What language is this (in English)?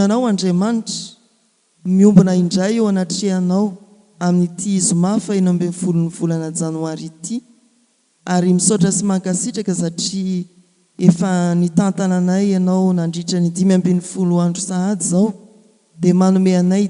Malagasy